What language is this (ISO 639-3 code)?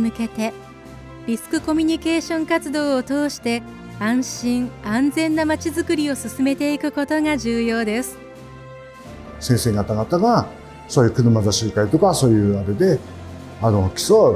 jpn